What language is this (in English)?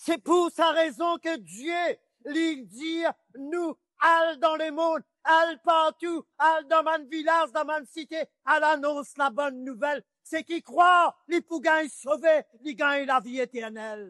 Morisyen